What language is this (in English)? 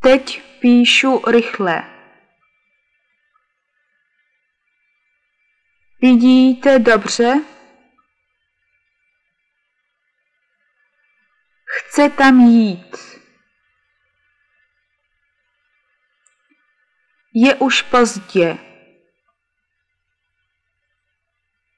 Czech